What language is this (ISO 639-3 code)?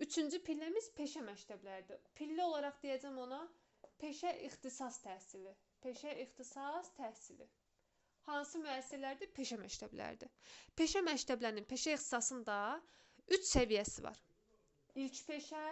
aze